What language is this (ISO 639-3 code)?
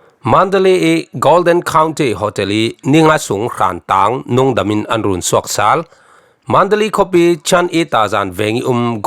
cfm